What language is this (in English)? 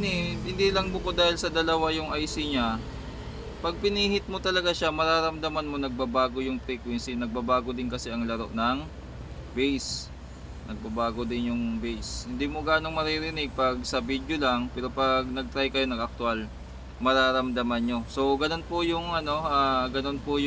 Filipino